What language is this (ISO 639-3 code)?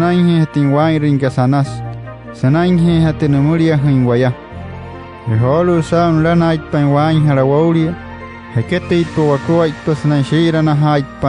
guc